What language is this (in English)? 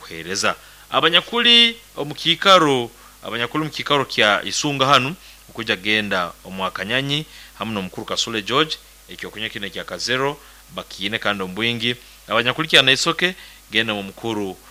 Nyoro